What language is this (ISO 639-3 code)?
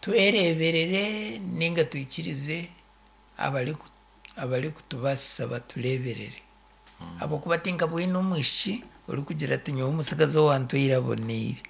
nyn